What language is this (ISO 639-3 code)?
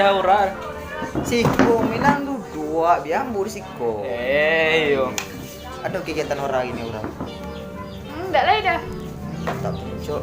min